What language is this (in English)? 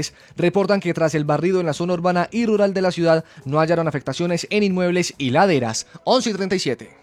Spanish